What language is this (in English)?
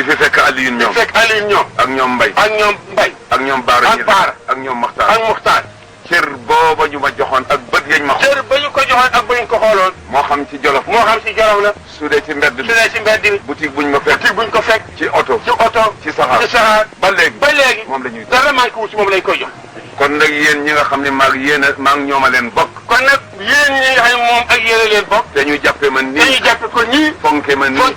Wolof